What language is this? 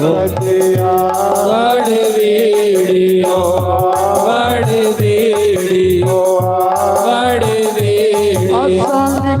Dogri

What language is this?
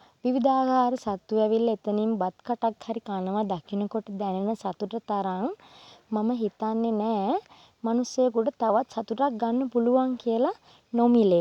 Sinhala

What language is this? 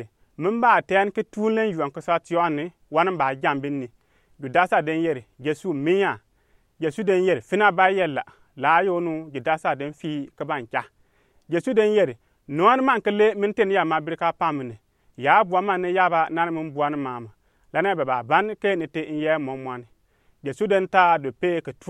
Gourmanchéma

